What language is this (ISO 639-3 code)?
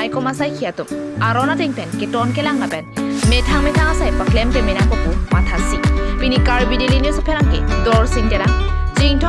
mjw